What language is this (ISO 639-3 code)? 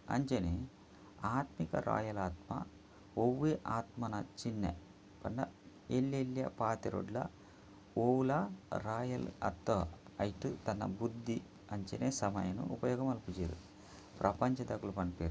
tcy